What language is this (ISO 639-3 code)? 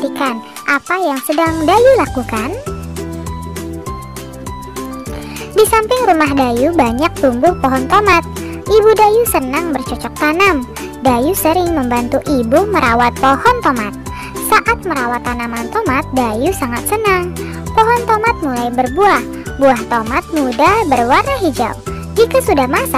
ind